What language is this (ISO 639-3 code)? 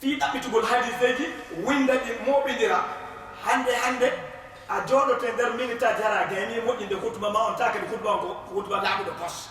ful